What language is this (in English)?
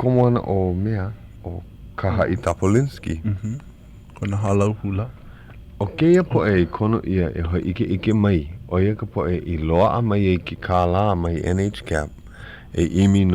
Hawaiian